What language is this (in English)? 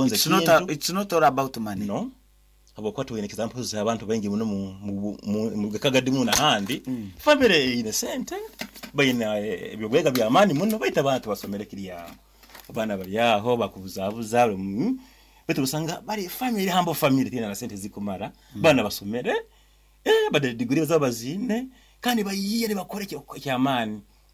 Nyoro